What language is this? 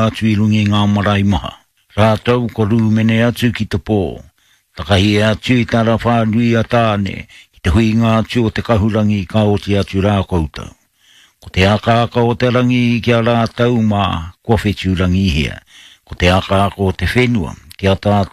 Māori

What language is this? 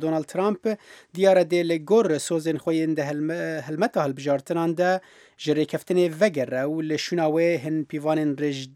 Kurdish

